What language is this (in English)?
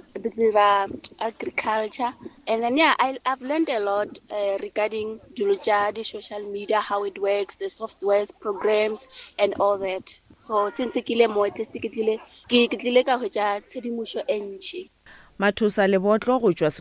Northern Sotho